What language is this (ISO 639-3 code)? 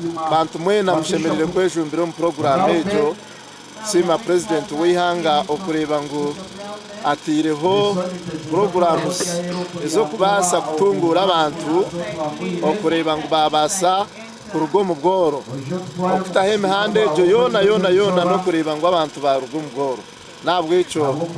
nyn